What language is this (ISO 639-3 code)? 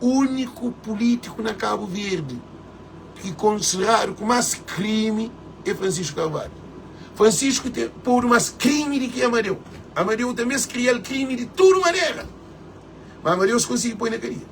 kea